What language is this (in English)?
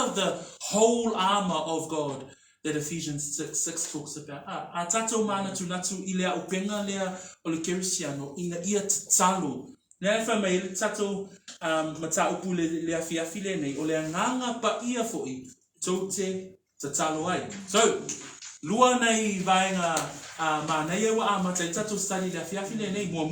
Samoan